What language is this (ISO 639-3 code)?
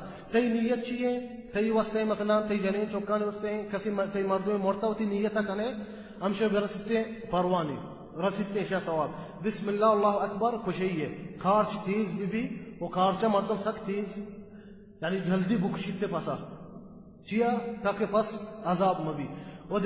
bal